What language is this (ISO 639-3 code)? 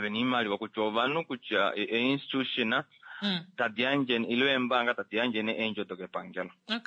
kua